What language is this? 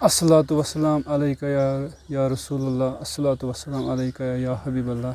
Kashmiri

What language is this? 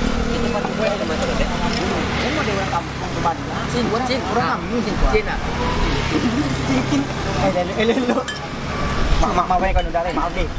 Minangkabau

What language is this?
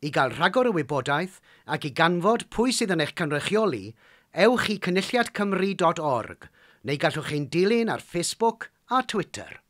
Welsh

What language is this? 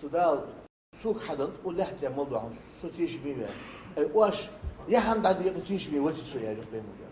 Ingush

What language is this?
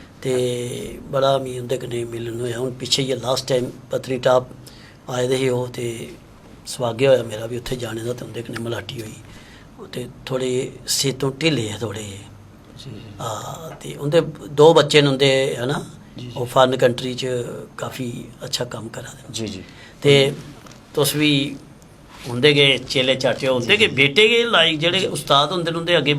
Dogri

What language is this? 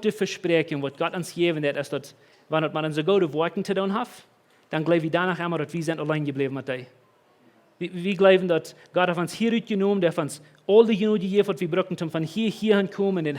Plautdietsch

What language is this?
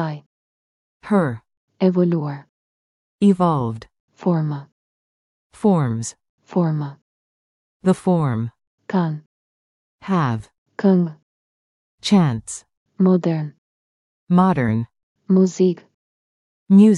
Albanian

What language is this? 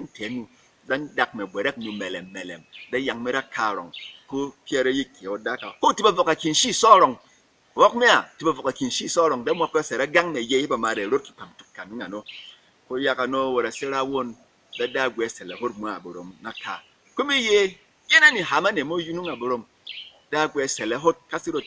Berom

